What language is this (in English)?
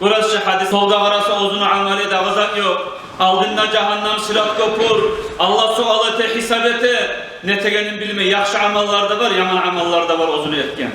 Kumyk